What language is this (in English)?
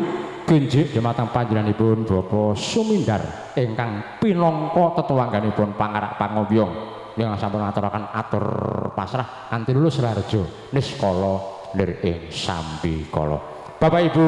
Javanese